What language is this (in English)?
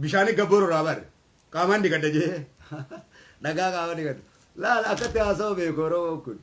Oromo